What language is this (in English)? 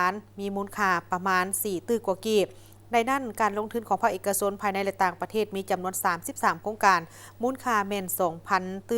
Lao